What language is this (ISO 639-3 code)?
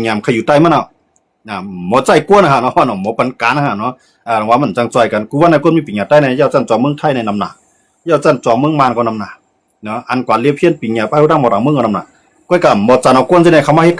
shn